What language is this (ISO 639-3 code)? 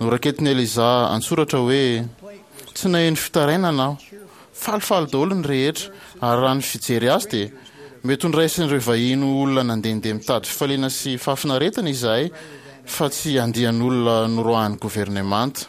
mlg